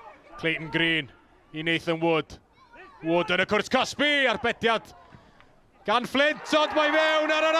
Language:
Welsh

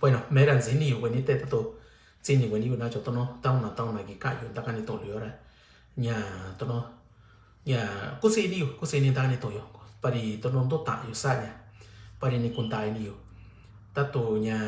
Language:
Mixtepec Mixtec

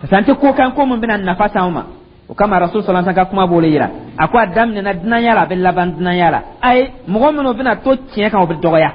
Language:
Dyula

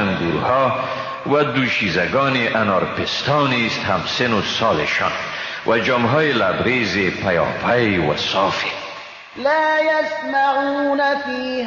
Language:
Persian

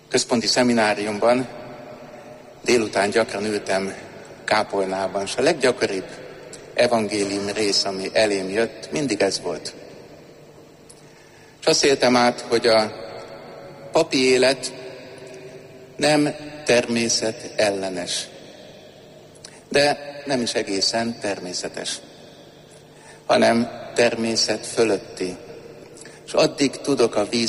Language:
Hungarian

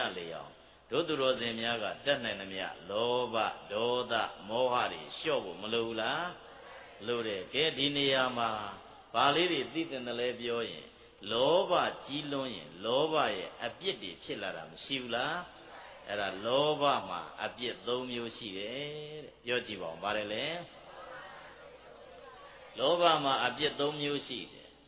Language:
Burmese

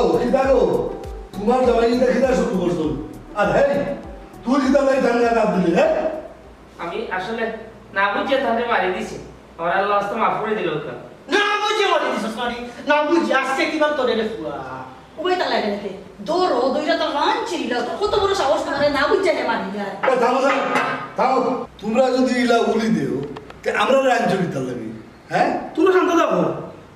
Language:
Sylheti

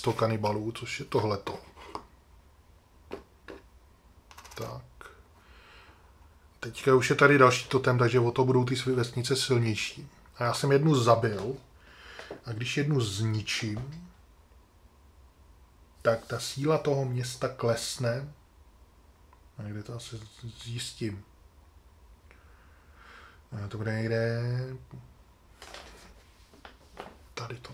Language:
Czech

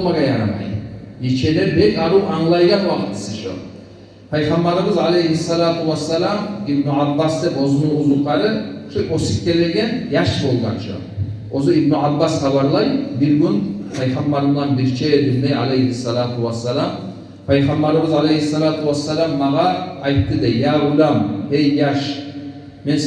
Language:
Kumyk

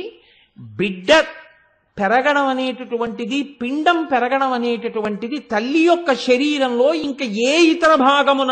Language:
Telugu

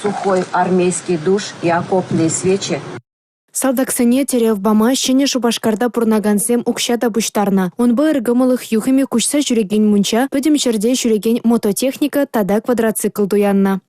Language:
Chuvash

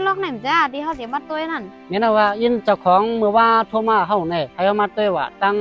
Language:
Shan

